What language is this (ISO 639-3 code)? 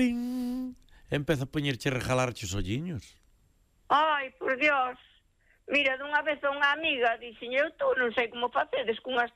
glg